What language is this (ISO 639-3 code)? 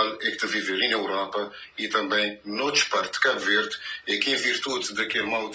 kea